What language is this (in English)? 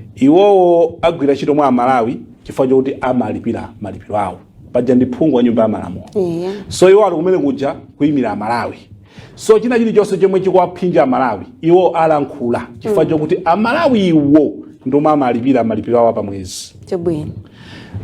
Nyanja